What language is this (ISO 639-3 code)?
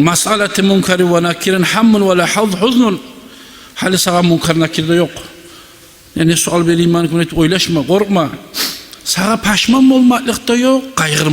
kum